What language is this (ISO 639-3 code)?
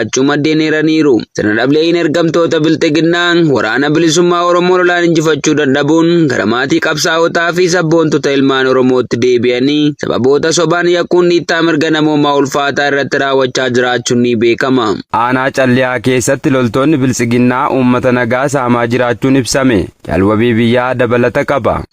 orm